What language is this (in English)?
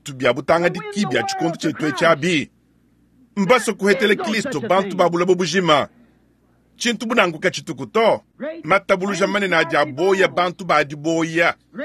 Luba-Lulua